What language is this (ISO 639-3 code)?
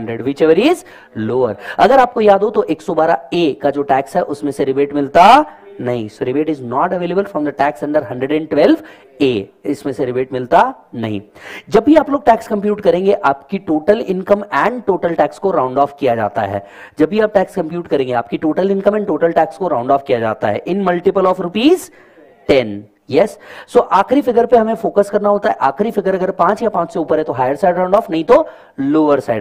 hin